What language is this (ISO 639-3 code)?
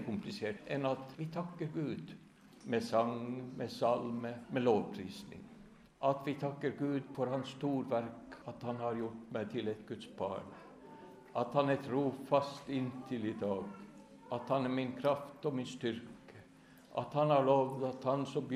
nor